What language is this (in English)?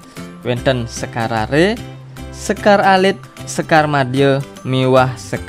Balinese